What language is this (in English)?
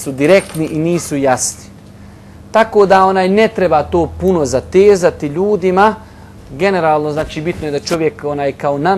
Bosnian